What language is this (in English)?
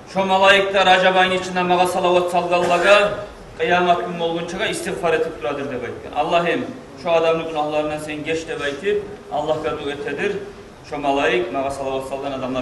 Kumyk